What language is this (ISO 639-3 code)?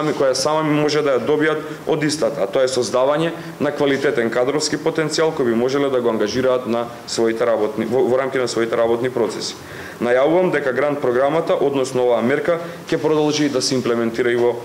mkd